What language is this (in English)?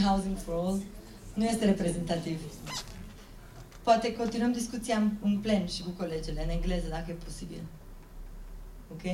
Romanian